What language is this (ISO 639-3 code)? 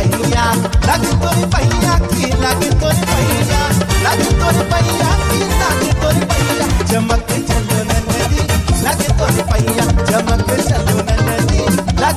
bho